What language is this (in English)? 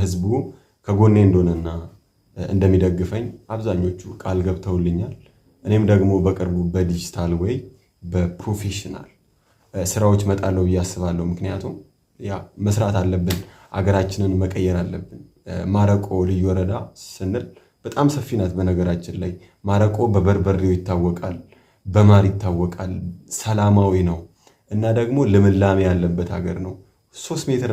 Amharic